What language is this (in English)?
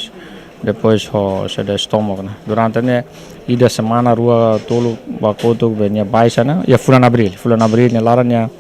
Tetum